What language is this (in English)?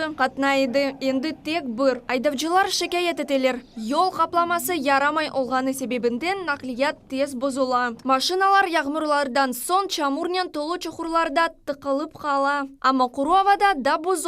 Crimean Tatar